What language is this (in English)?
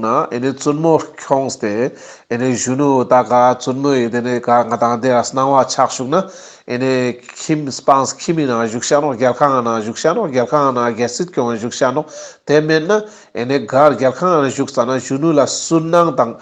Ladakhi